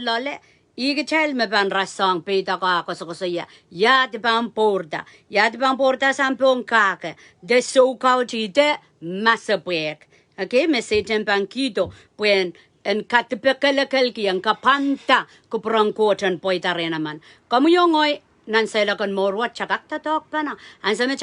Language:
Pohnpeian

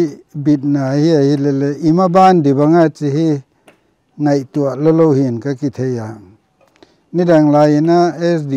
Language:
Paite Chin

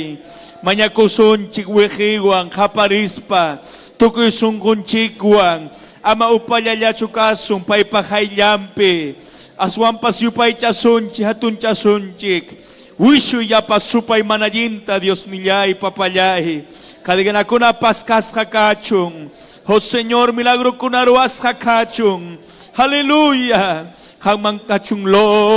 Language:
Ayacucho Quechua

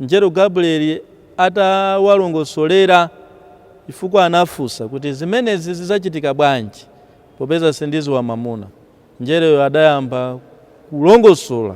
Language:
Nyanja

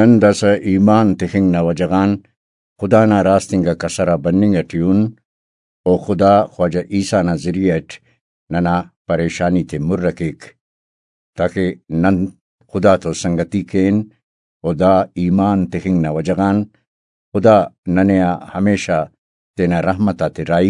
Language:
Brahui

